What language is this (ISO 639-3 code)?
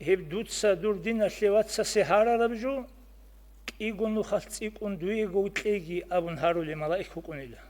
ava